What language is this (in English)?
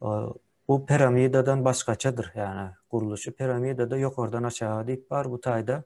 Turkmen